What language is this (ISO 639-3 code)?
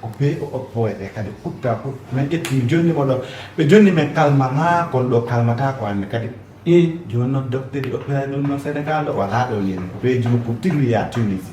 ful